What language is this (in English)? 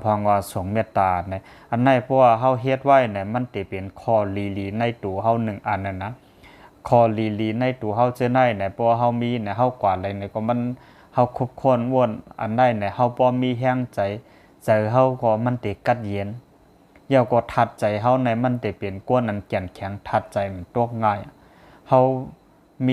Shan